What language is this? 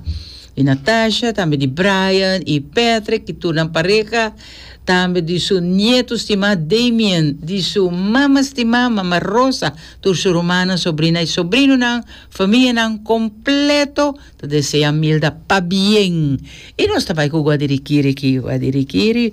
Papiamento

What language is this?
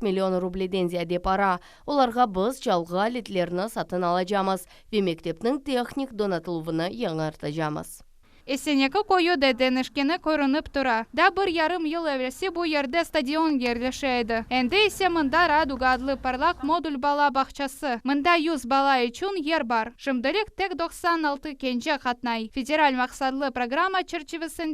Crimean Tatar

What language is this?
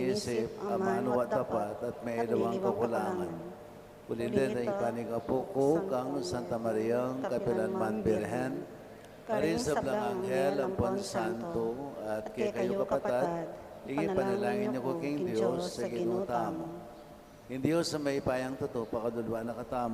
Pampanga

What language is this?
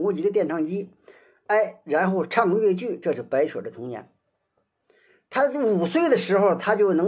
Chinese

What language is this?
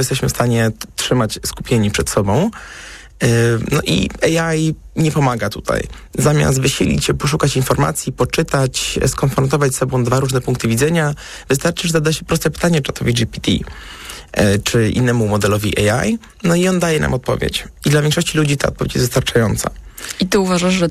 Polish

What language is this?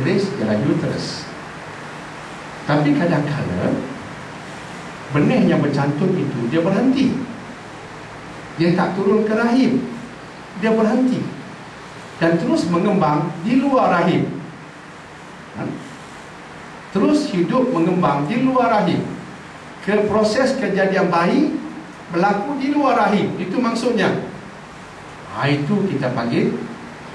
Malay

